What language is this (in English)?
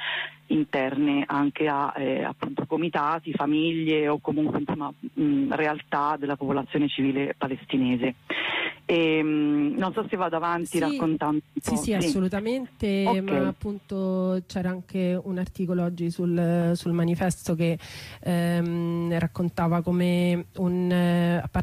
Italian